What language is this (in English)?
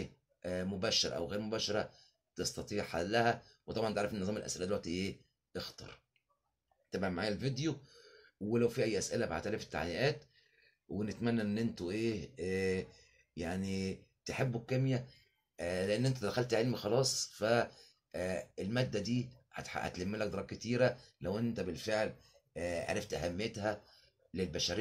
Egyptian Arabic